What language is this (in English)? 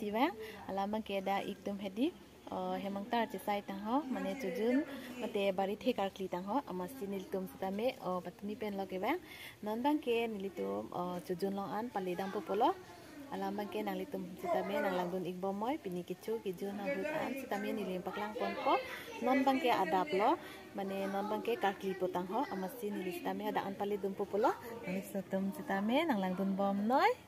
Karbi